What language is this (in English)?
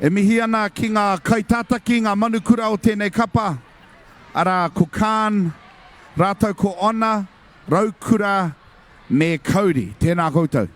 Māori